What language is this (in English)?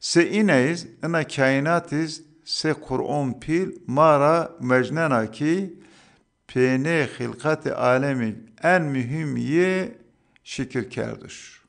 Zaza